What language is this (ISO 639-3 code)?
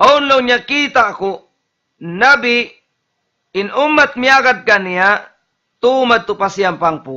tsg